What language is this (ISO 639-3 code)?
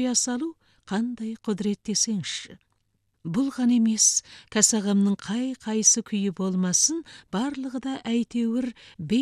kaz